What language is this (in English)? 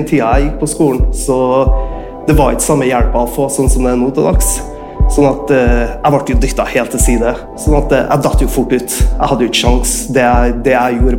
Norwegian